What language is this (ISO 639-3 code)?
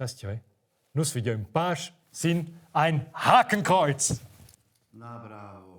roh